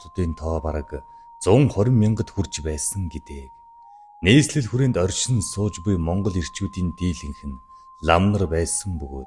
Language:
Mongolian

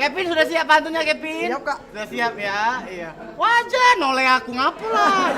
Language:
Musi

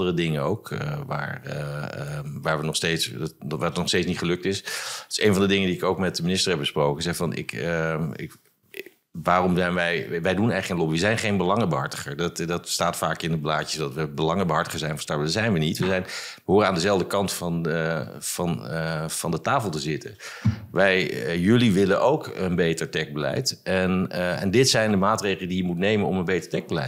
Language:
Dutch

